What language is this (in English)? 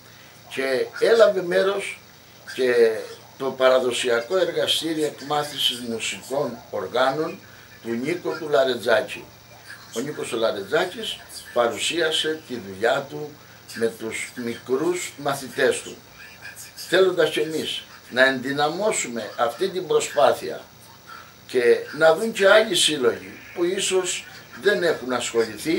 Greek